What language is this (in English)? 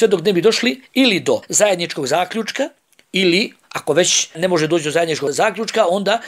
Bosnian